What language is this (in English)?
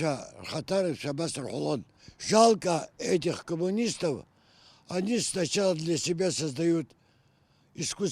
Abkhazian